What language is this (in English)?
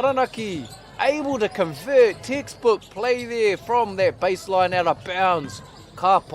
Māori